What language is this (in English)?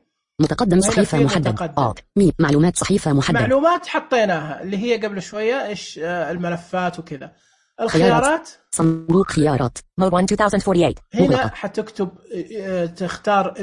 Najdi Arabic